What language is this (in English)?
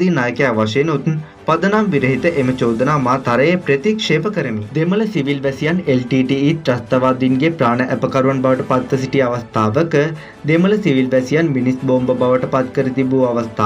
Sinhala